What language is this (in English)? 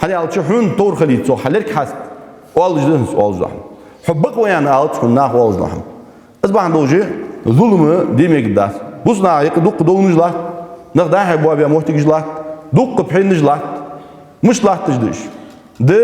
Ingush